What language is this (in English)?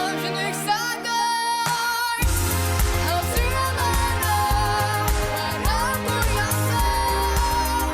Abkhazian